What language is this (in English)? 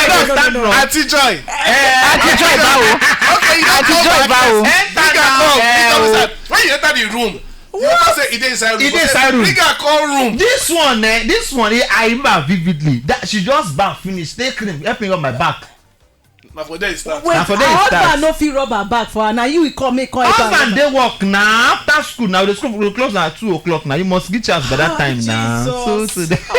Nigerian Pidgin